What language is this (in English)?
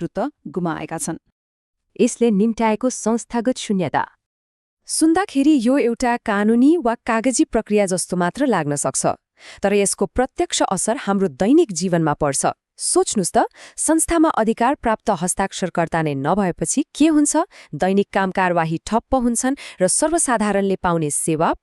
Nepali